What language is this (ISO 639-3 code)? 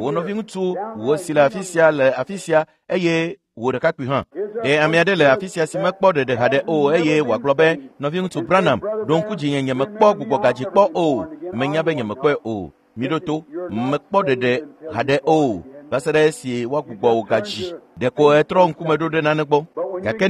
ewe